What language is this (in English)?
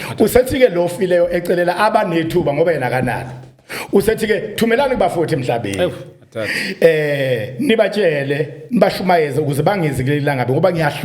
Zulu